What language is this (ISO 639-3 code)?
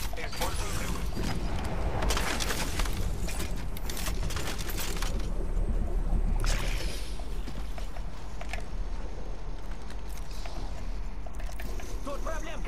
rus